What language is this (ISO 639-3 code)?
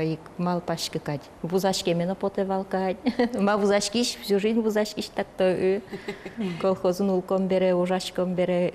udm